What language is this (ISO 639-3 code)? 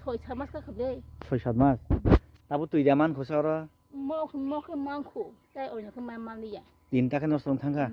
trp